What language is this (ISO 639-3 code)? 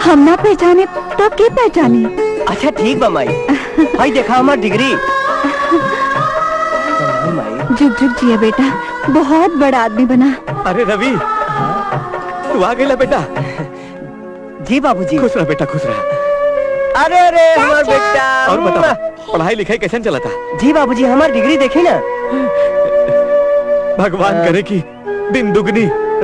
bho